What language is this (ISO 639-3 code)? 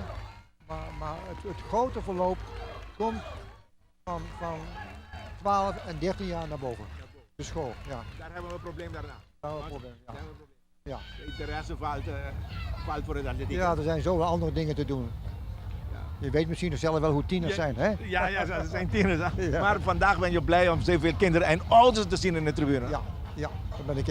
pap